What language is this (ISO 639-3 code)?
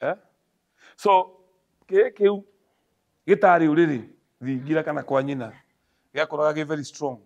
kik